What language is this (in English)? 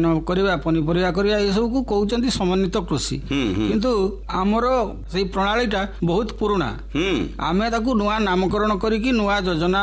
Odia